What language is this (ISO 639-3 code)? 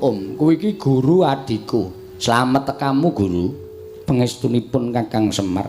jav